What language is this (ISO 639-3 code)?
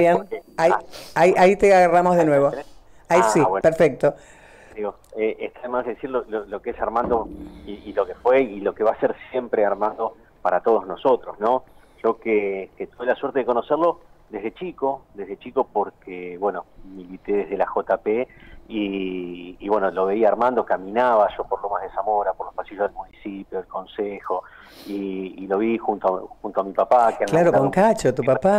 spa